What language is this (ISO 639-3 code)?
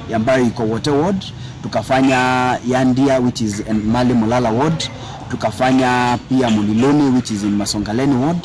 kam